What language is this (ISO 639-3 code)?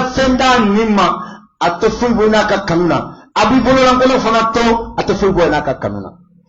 bam